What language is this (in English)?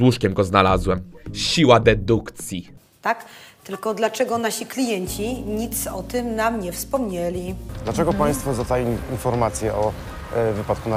Polish